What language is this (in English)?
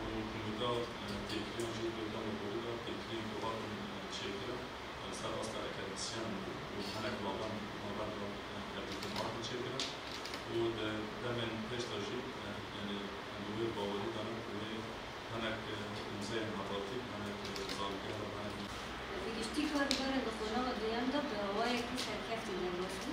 Kurdish